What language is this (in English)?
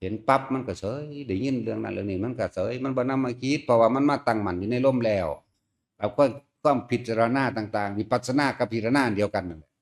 Northeastern Thai